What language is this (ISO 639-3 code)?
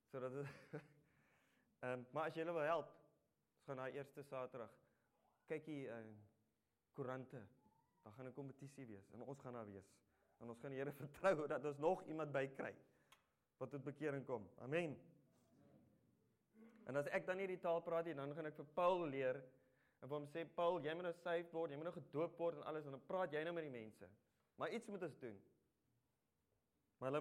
afr